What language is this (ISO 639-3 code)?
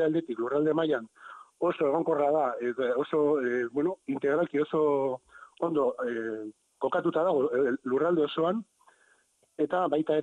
eus